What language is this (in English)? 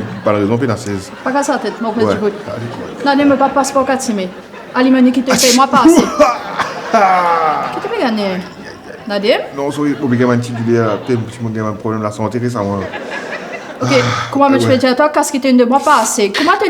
Morisyen